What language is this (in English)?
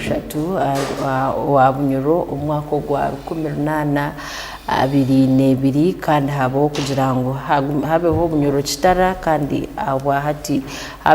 Tooro